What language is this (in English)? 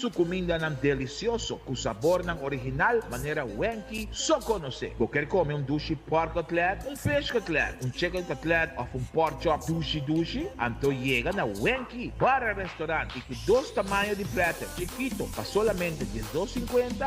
Papiamento